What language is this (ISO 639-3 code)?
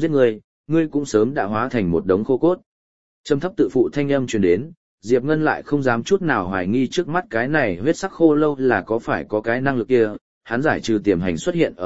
vie